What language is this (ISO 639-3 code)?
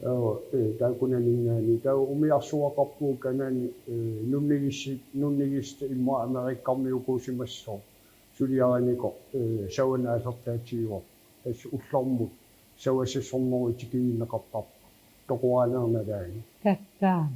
kal